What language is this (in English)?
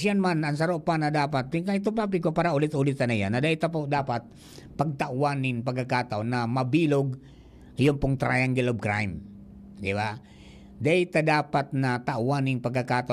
Bikol